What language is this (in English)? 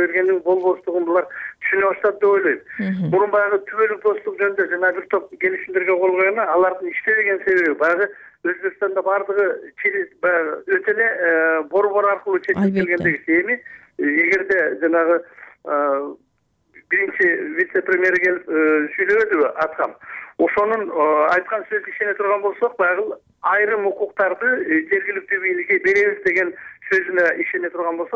Kyrgyz